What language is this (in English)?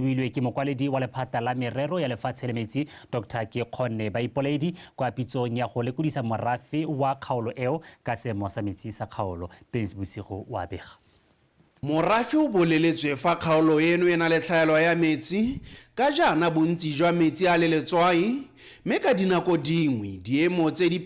Tswana